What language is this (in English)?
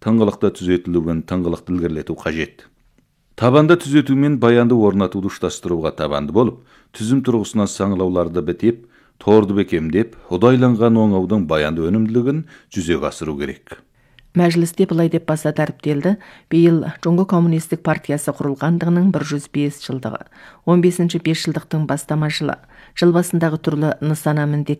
Kazakh